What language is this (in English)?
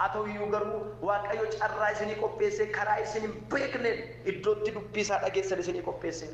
Oromo